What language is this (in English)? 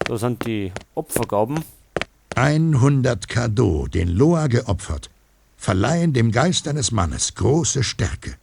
Bavarian